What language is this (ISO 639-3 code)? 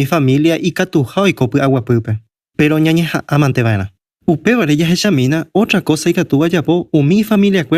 grn